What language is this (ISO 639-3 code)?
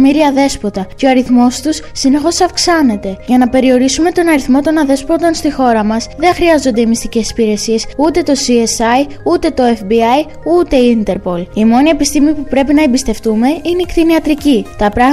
ell